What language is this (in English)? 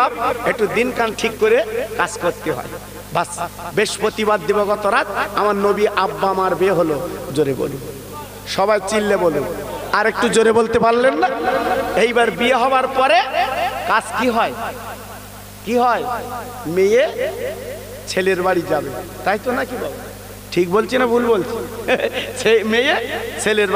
Bangla